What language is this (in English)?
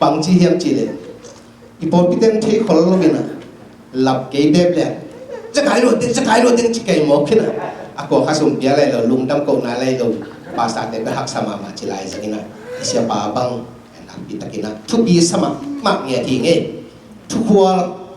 Tedim Chin